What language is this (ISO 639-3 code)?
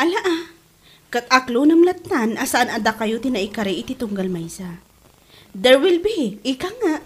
ilo